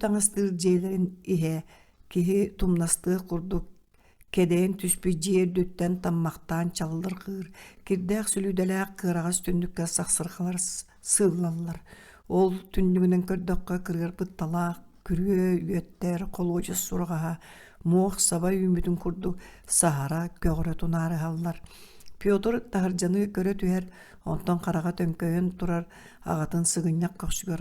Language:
Yakut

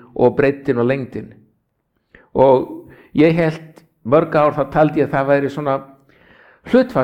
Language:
Icelandic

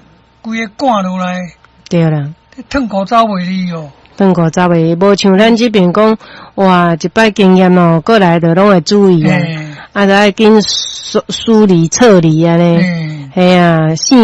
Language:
Min Nan Chinese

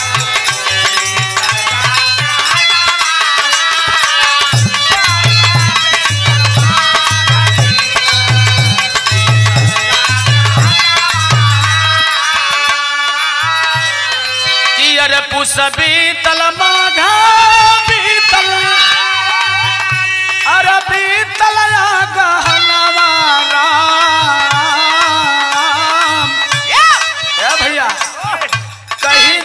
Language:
Bhojpuri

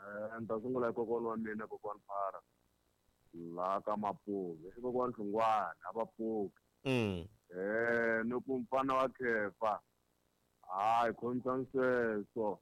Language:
Tsonga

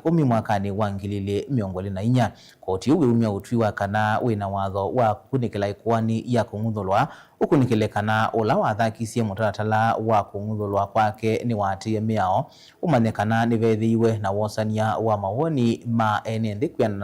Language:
Kamba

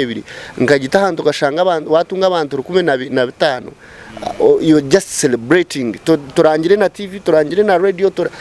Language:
Nyankole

